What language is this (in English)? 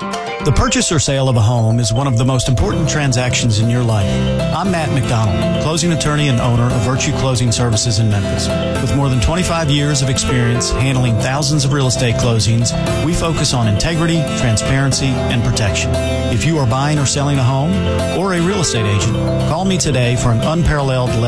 English